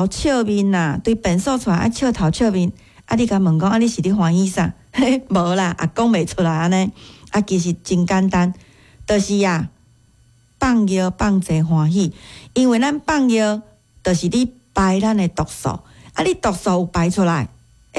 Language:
Min Nan Chinese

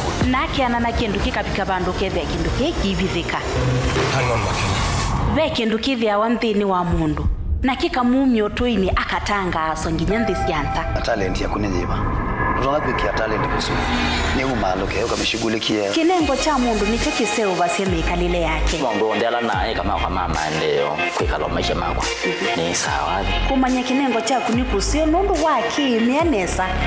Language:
Kamba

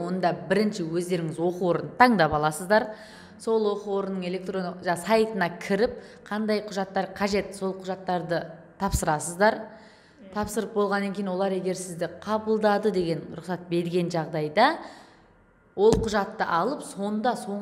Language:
Kazakh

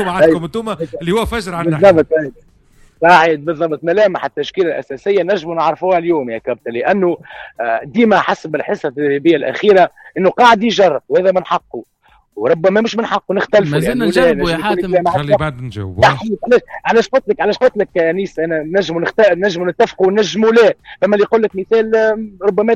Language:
Tunisian Arabic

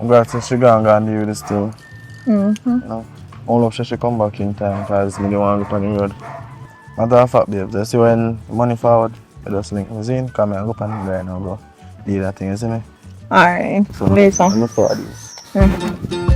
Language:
Jamaican Creole English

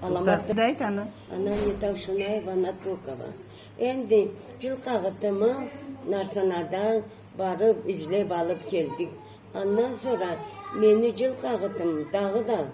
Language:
Karachay-Balkar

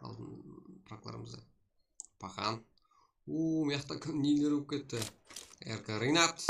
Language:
Kara-Kalpak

